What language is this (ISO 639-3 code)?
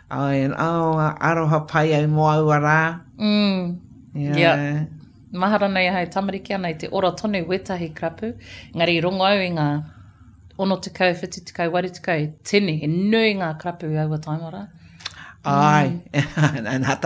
mri